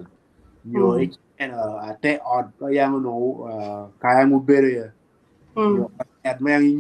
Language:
Acoli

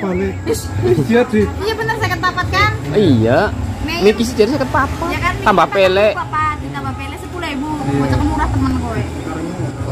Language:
Betawi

